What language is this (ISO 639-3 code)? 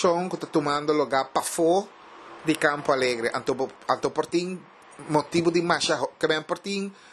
pap